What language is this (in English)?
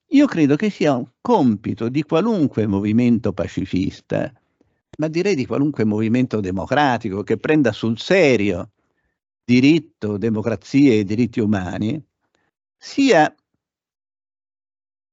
Italian